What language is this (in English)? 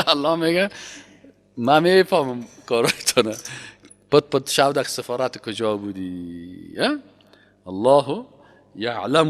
Persian